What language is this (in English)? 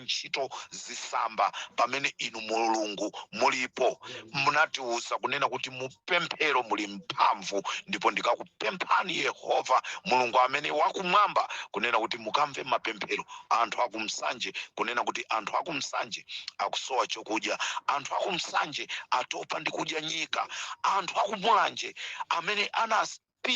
Nyanja